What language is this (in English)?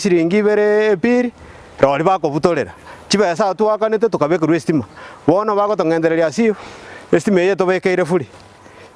Gusii